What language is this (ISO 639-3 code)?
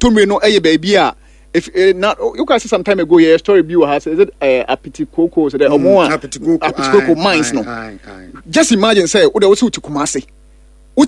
aka